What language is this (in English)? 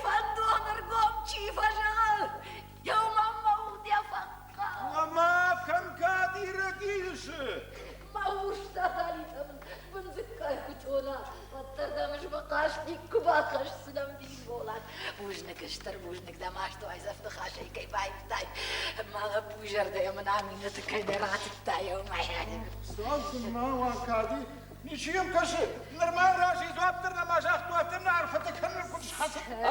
Ossetic